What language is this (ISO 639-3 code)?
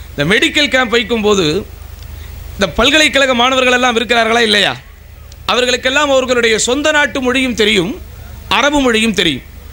tam